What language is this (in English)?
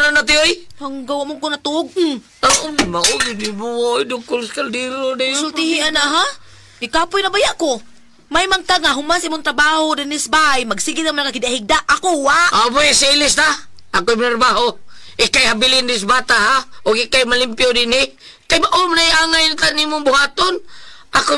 Cebuano